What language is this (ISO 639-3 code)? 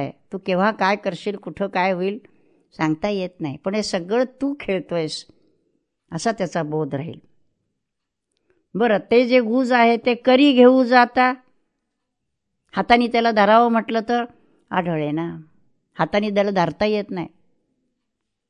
mar